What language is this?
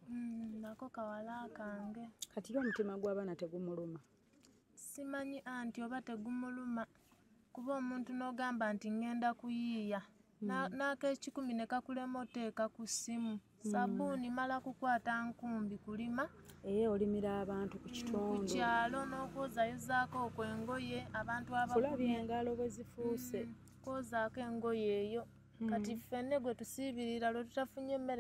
Ganda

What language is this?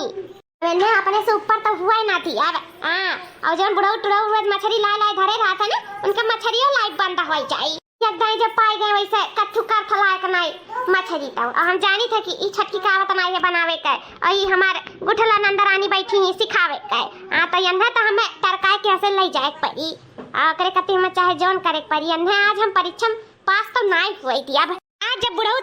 Awadhi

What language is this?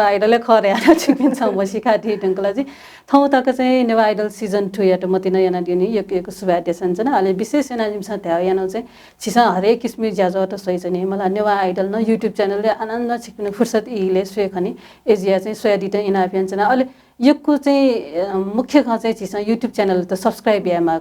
Newari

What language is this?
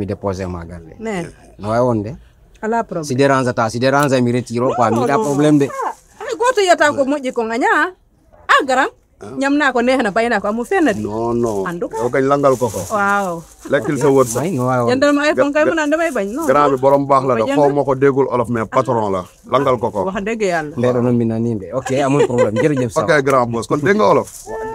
Pular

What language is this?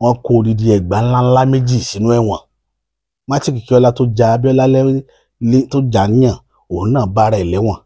Yoruba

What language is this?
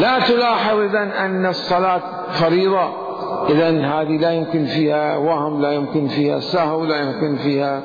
Mesopotamian Arabic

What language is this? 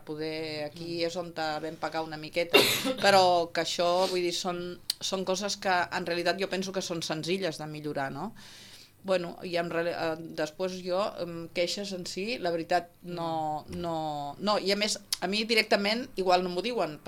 Catalan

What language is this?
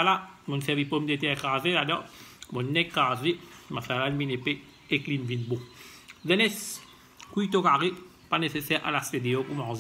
Morisyen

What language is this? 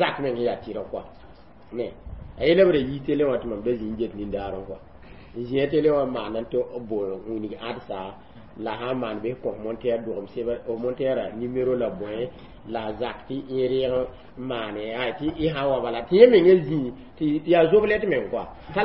Mossi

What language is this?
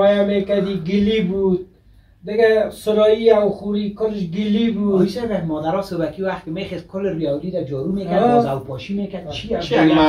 Persian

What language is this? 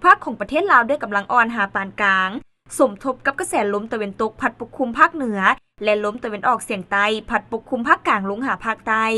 Lao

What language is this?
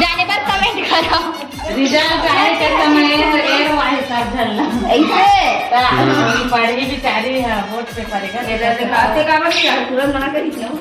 Chhattisgarhi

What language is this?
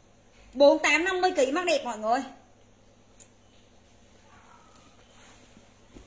Vietnamese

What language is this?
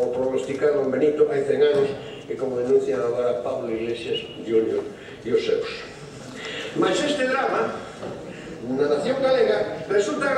Galician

